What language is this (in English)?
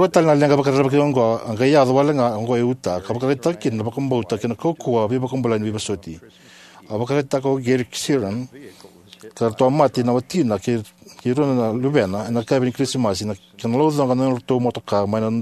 Fijian